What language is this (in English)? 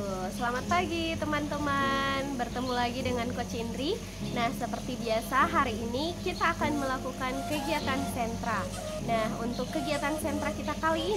Indonesian